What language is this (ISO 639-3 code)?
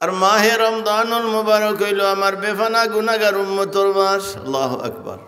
syl